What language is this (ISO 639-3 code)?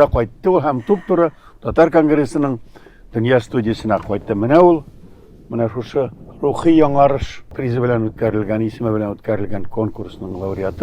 tat